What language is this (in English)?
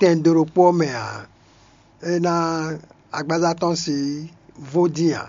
Fon